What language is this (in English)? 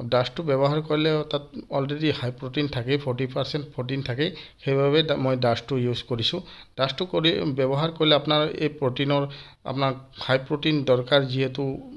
Assamese